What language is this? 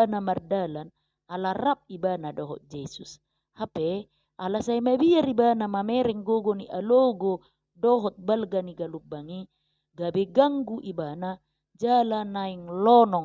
Batak Toba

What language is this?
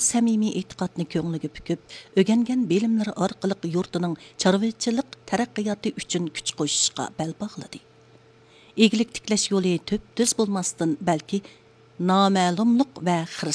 Uyghur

